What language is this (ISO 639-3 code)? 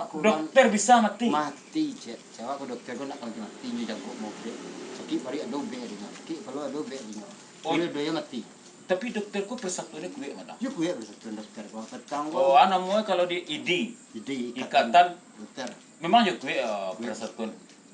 min